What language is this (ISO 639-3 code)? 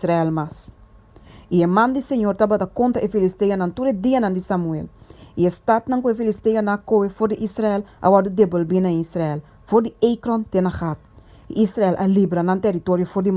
pap